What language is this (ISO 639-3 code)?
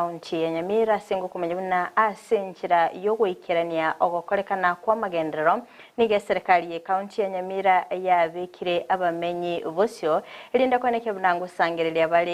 guz